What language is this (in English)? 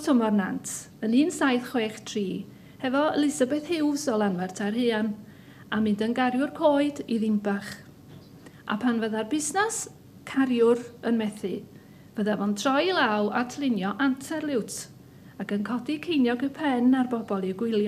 Welsh